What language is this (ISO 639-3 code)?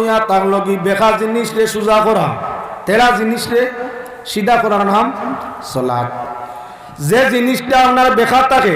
syl